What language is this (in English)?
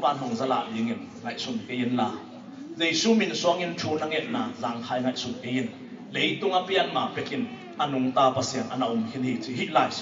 Tedim Chin